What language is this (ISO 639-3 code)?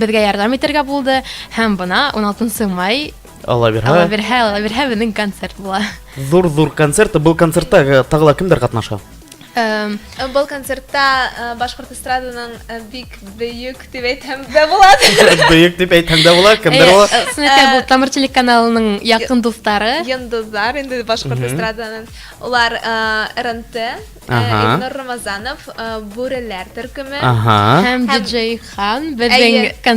bak